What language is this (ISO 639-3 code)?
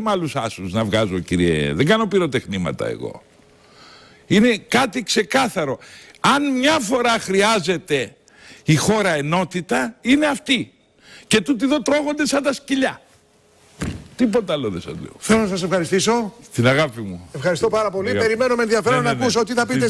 ell